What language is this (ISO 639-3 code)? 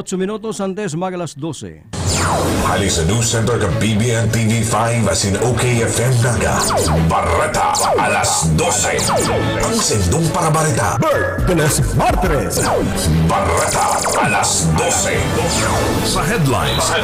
bik